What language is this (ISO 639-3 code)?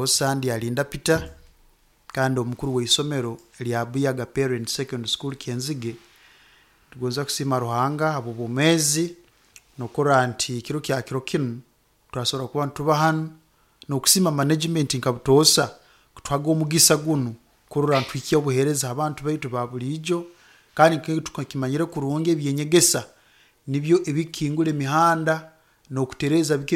nyo